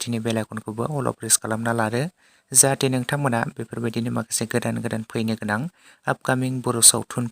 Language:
Bodo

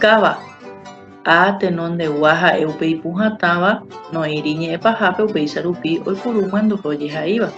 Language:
Guarani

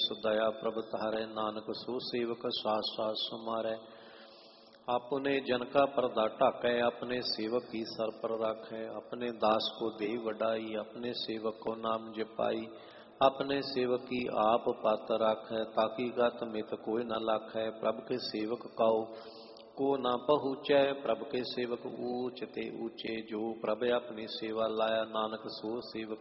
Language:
Punjabi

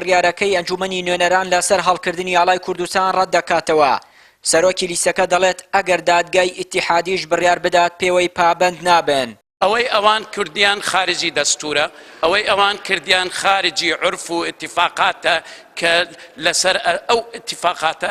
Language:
Central Kurdish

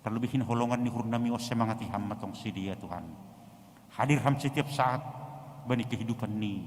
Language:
Batak Simalungun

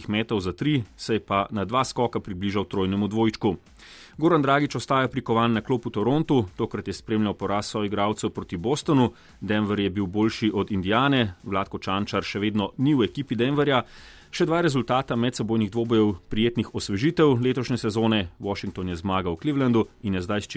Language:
Slovenian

